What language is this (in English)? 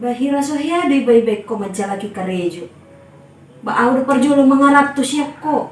Batak Toba